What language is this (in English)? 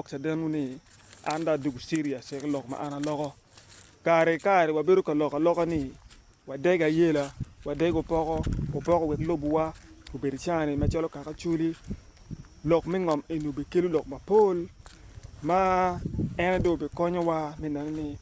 Acoli